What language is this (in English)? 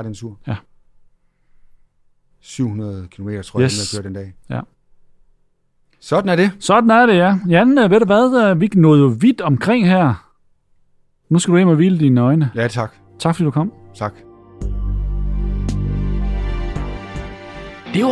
Danish